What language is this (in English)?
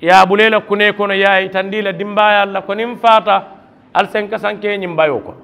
Mandingo